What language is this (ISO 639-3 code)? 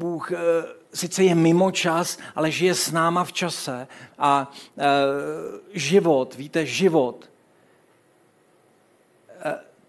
ces